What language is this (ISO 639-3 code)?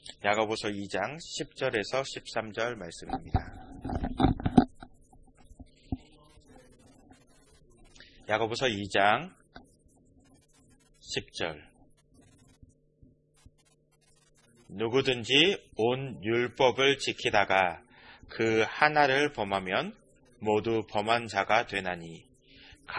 kor